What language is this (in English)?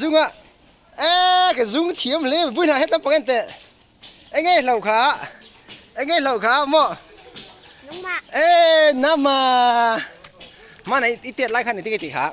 Mizo